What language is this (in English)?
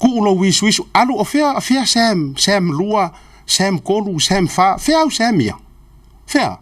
Samoan